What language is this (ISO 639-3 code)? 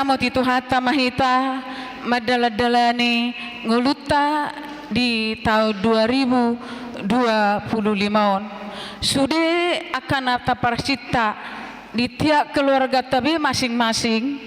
bbc